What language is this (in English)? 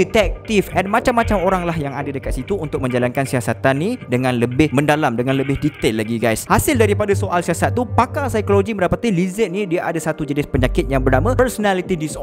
Malay